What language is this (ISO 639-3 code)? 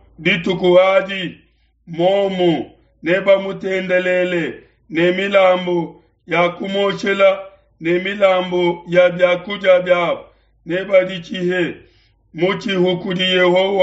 lua